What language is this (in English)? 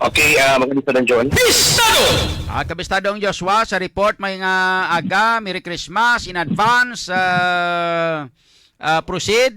Hiligaynon